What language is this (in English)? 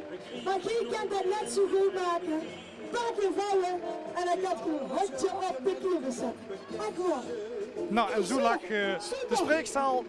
Limburgish